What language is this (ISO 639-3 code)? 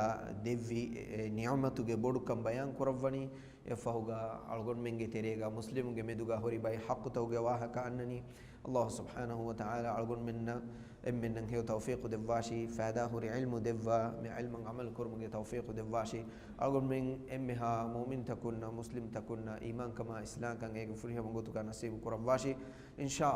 div